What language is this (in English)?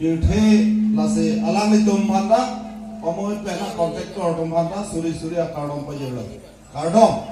Karbi